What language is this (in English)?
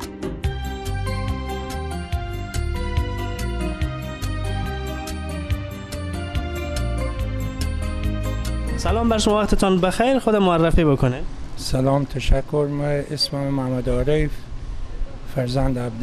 Persian